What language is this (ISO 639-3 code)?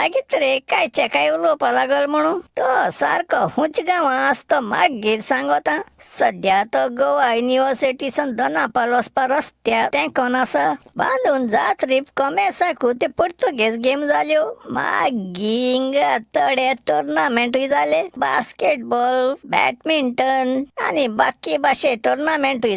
kok